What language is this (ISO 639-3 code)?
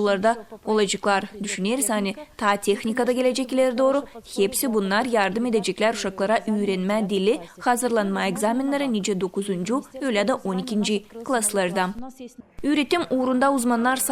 gag